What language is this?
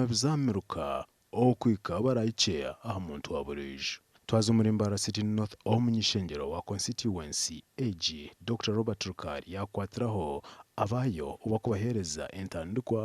Nyankole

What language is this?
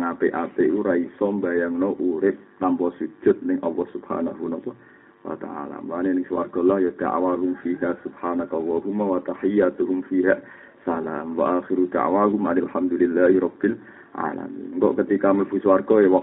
Javanese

